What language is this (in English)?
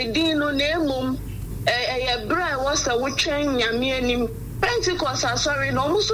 Akan